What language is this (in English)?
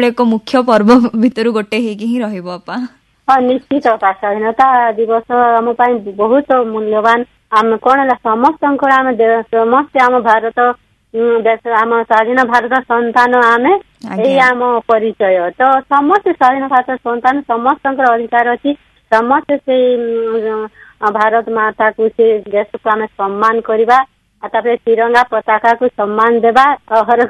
Odia